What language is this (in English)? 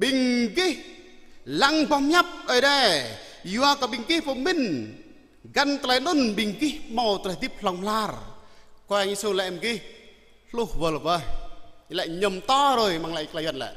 Jarai